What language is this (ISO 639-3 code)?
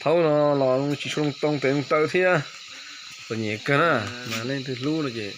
hmn